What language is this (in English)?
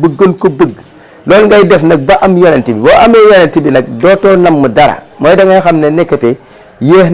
Wolof